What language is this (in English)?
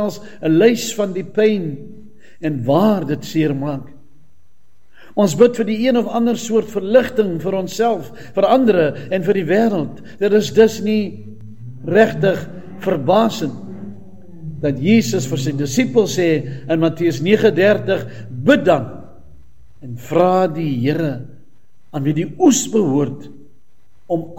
Afrikaans